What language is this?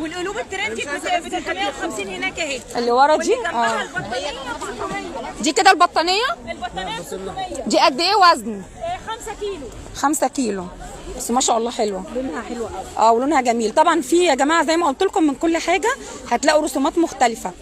Egyptian Arabic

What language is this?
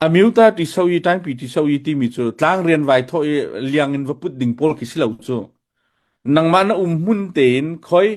Hakha Chin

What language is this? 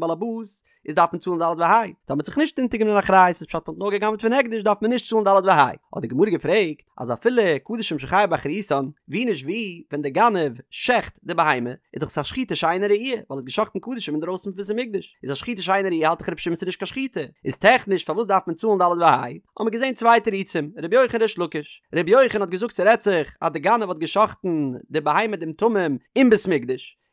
Yiddish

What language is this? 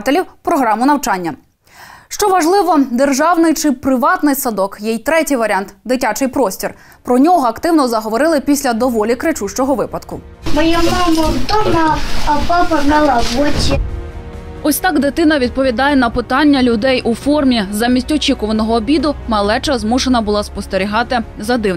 Ukrainian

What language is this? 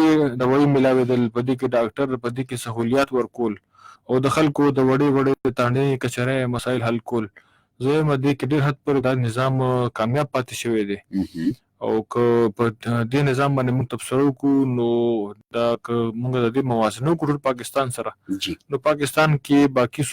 Pashto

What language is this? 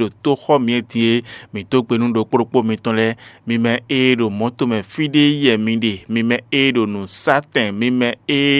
Fon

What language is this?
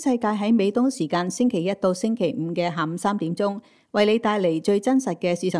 Cantonese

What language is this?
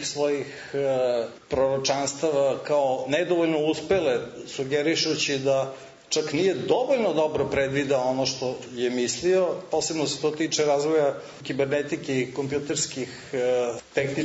Serbian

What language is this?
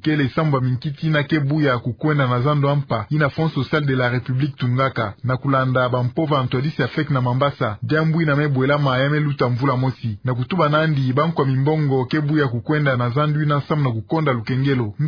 Kituba (Democratic Republic of Congo)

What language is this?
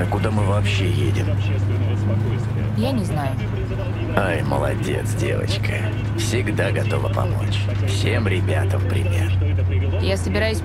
Russian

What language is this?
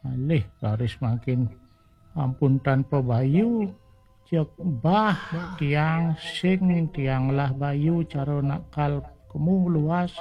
Balinese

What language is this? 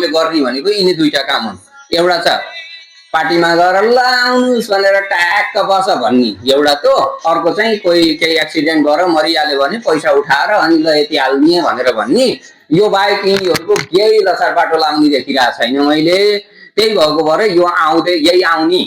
Nepali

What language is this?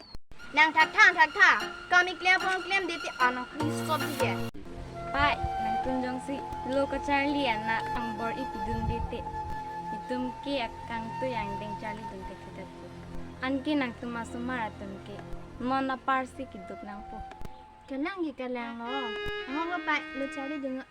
Karbi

